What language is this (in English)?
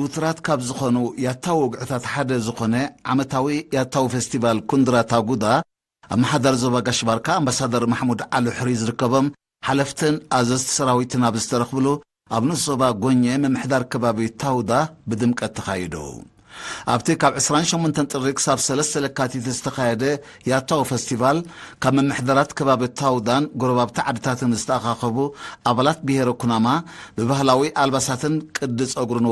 Tigrinya